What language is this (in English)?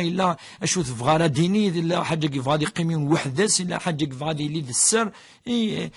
Kabyle